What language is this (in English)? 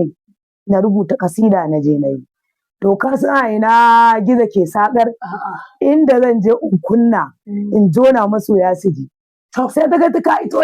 Hausa